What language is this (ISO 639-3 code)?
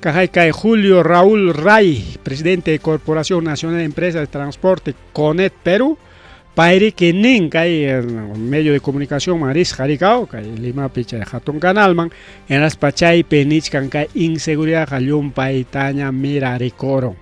quy